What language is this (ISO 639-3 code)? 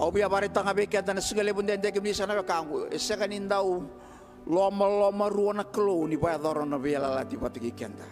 fij